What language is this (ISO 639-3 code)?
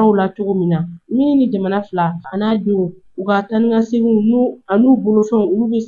bam